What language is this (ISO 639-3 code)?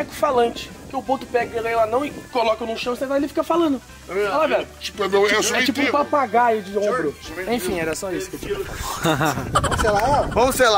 por